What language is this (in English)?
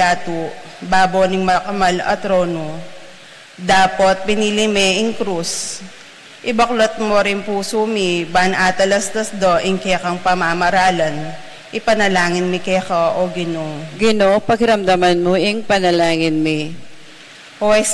Pampanga